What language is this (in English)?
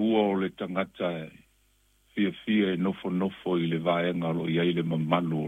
Samoan